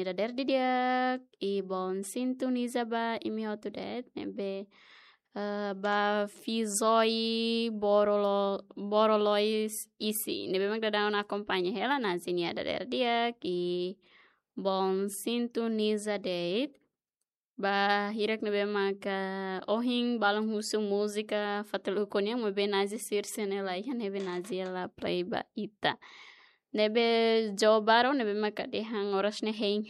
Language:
Tetum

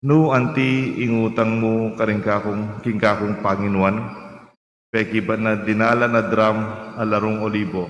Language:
Pampanga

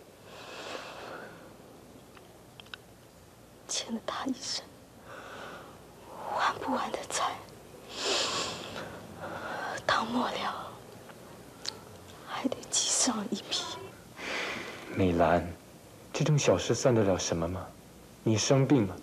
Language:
Chinese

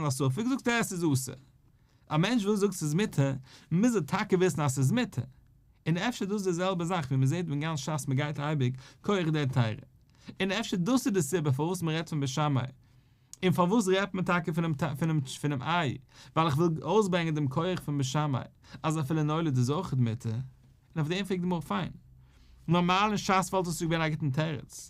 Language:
Yiddish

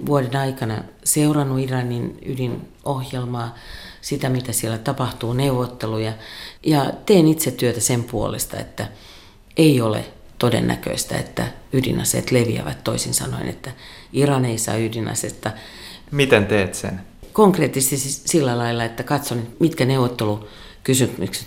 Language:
Finnish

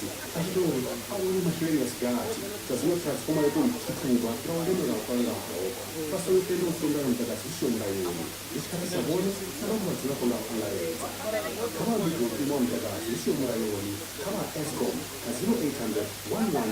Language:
Venda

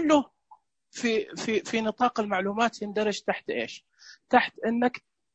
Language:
Najdi Arabic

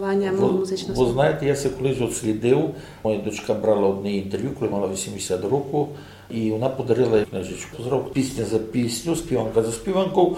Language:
Rusyn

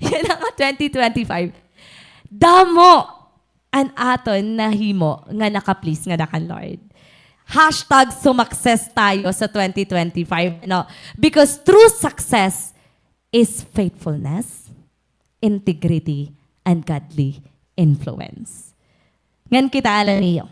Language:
Waray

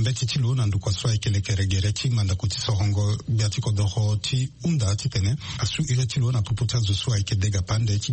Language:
Sango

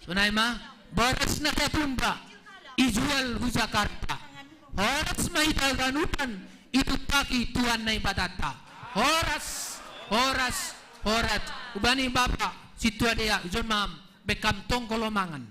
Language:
Batak Simalungun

